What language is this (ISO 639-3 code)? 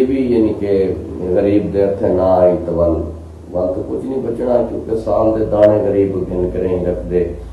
skr